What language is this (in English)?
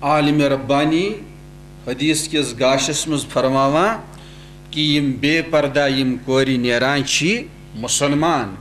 Kashmiri